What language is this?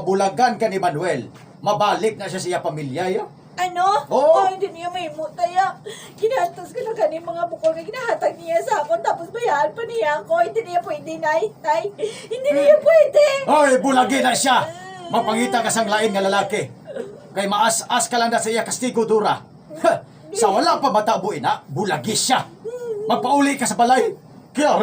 Hiligaynon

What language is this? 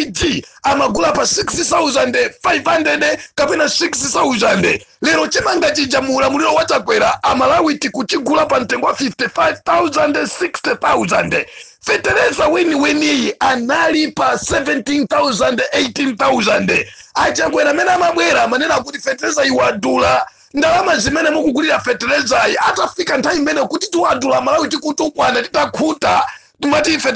Nyanja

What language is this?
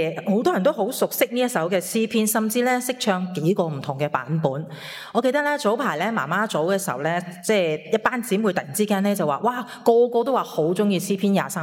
Cantonese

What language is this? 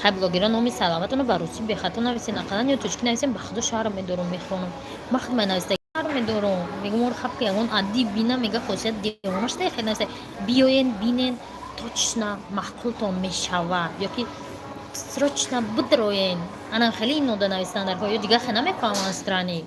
Tajik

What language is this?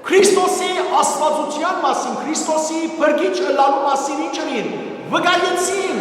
Western Armenian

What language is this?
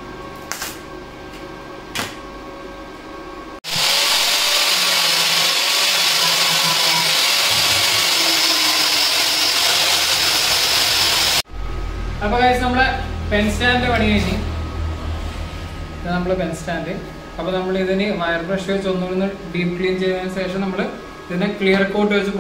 Malayalam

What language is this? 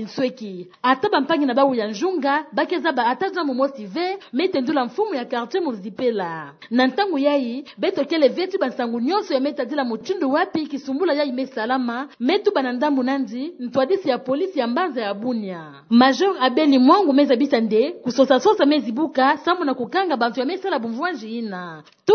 Kituba (Democratic Republic of Congo)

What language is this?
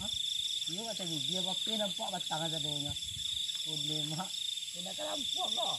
Minangkabau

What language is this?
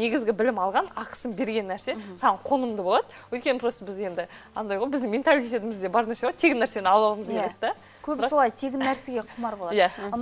Kazakh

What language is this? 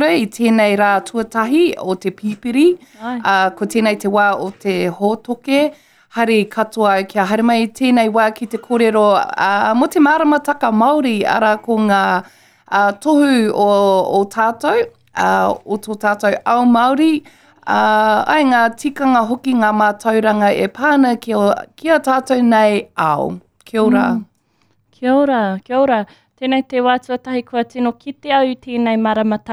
Māori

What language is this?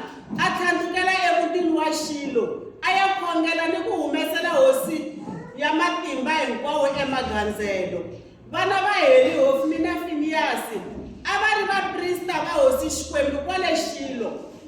Tsonga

